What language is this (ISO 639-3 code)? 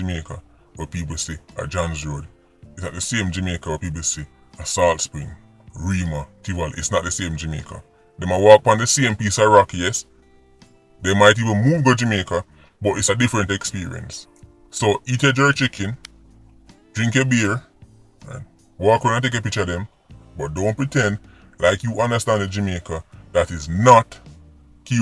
jam